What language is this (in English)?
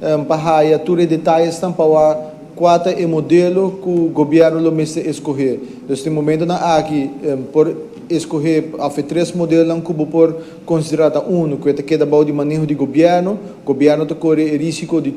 Papiamento